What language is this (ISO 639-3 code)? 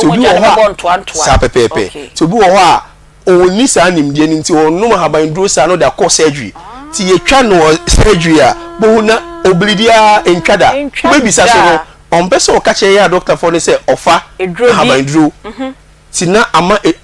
aka